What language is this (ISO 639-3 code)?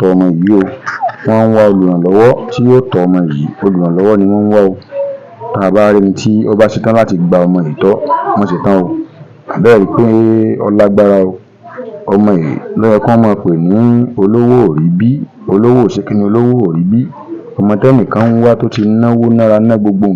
yor